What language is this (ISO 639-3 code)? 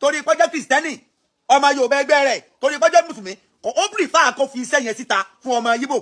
yor